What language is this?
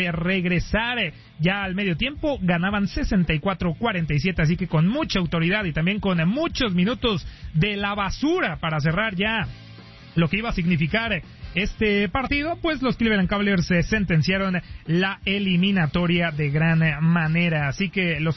Spanish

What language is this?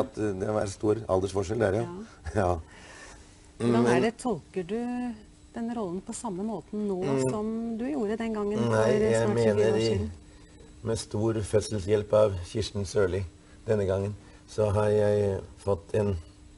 Norwegian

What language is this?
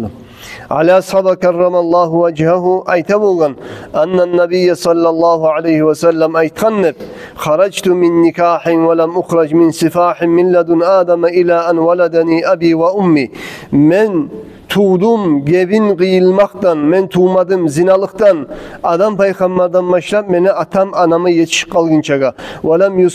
Kumyk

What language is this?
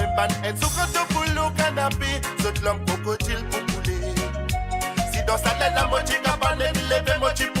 Morisyen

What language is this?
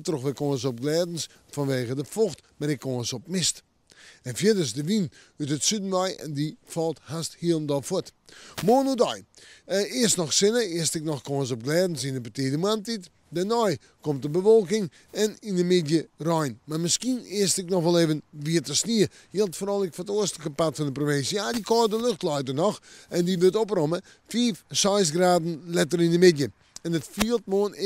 Western Frisian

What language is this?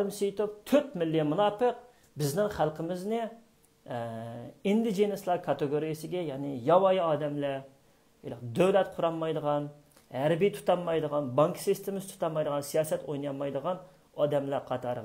Uyghur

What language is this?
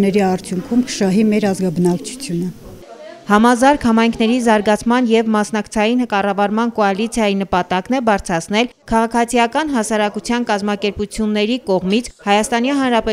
Armenian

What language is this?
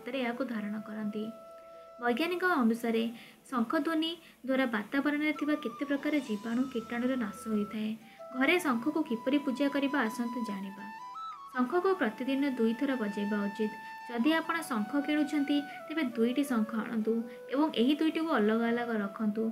Odia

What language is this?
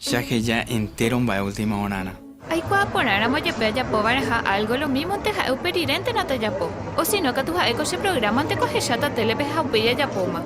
Guarani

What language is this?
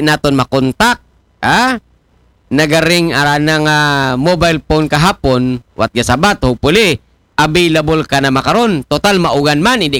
Aklanon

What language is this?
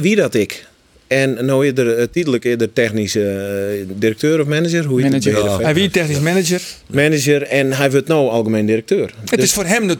Western Frisian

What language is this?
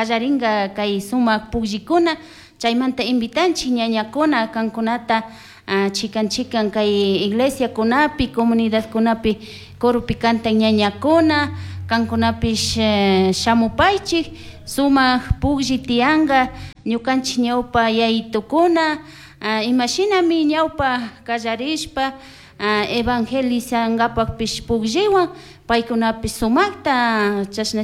Chimborazo Highland Quichua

